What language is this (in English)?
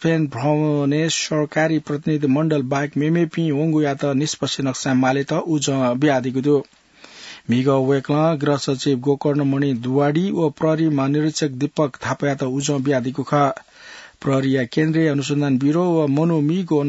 Newari